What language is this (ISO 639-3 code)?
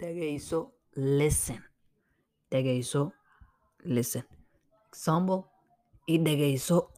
eng